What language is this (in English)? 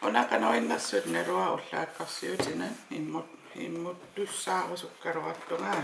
Kalaallisut